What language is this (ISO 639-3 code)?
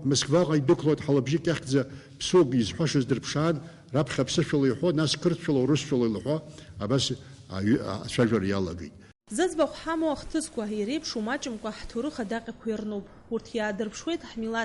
abk